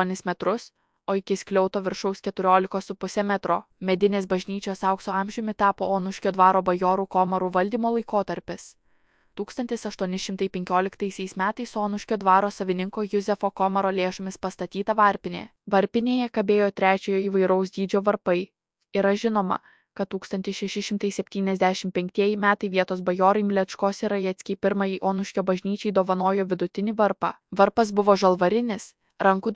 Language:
Lithuanian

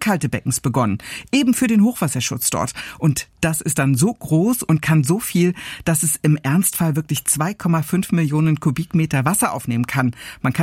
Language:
German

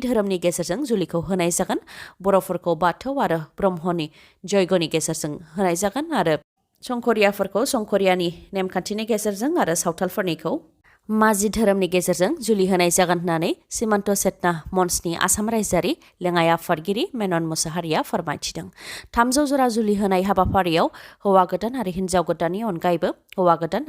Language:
Bodo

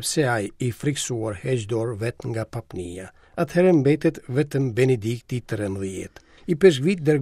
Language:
Albanian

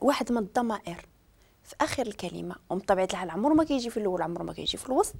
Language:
Moroccan Arabic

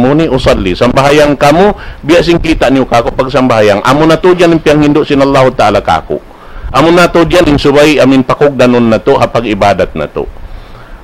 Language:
Tausug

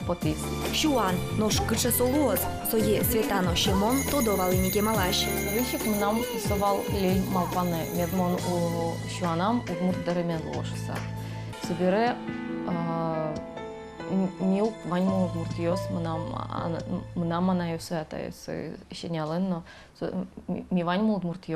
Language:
Udmurt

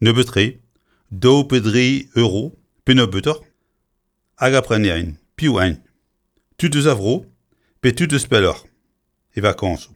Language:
Breton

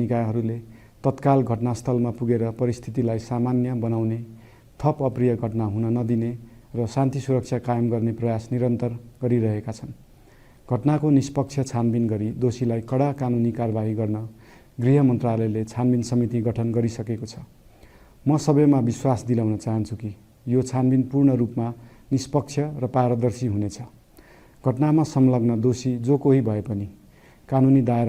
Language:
Nepali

